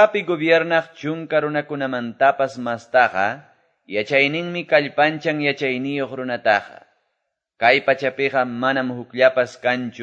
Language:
Quechua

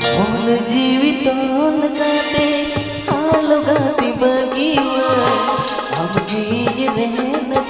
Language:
Santali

